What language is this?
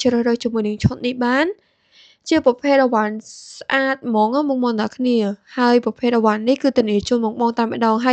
Khmer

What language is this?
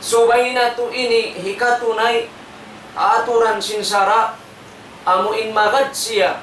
Tausug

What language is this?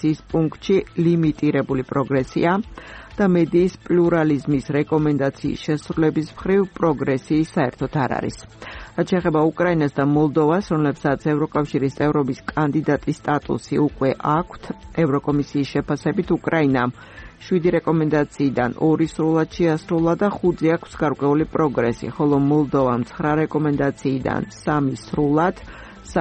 Georgian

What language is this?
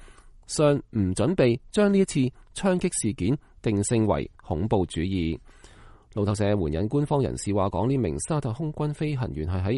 Cantonese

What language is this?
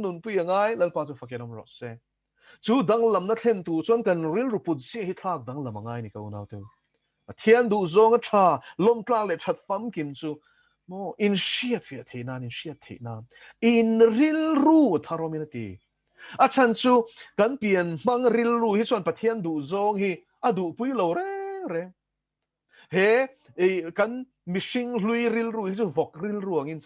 Mizo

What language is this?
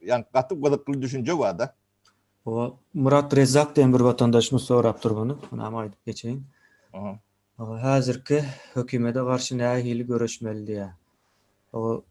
Turkmen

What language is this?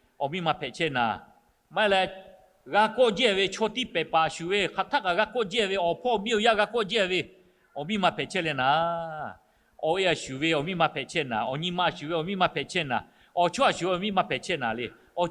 Lahu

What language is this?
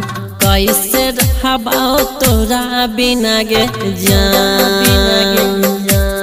Magahi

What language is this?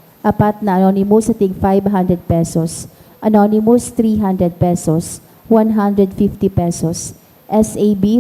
Bikol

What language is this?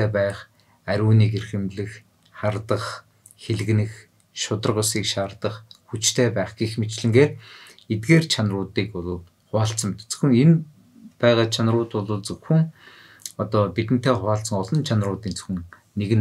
Mongolian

